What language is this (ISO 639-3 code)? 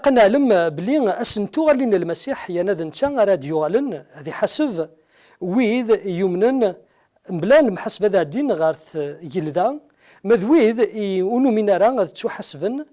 kab